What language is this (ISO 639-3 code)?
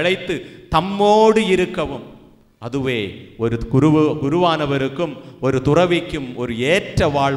tam